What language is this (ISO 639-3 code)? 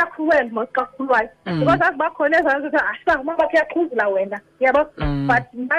xho